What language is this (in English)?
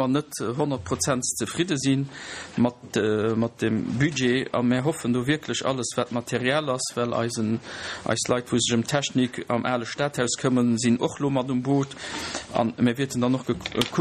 Luxembourgish